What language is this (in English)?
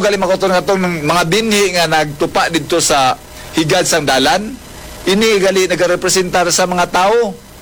Hiligaynon